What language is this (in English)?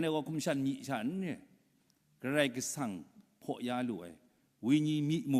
Kachin